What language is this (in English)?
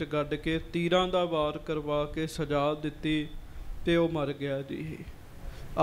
Punjabi